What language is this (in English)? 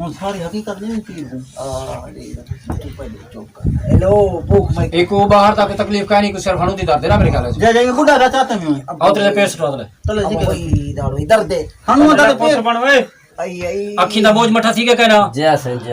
Saraiki